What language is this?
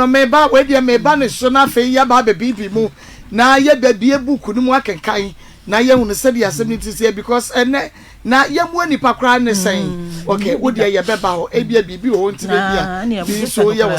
Akan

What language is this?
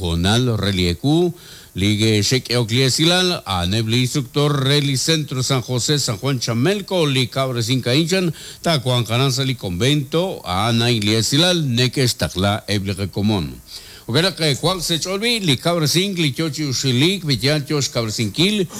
Kekchí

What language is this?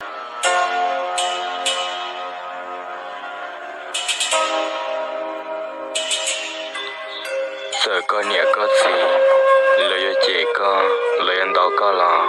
Hmong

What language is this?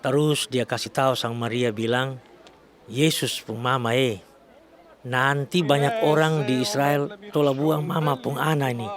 Kupang Malay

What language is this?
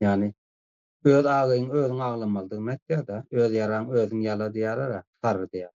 Turkmen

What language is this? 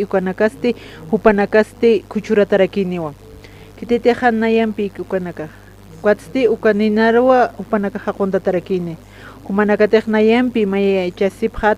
Aymara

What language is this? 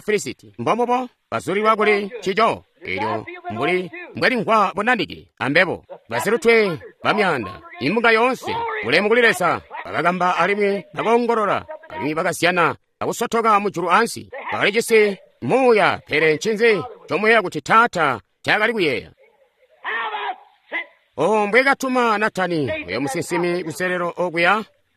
Tonga (Zambia)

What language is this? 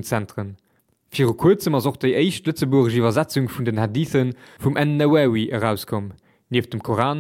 Luxembourgish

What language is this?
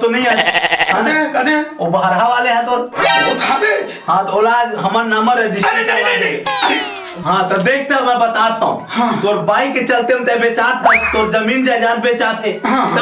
Chhattisgarhi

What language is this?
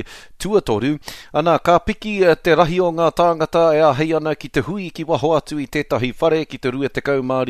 Māori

